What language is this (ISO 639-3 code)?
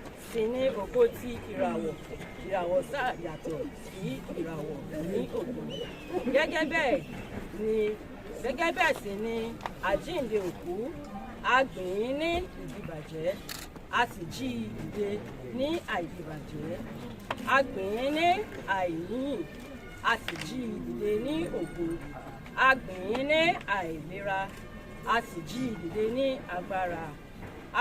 yor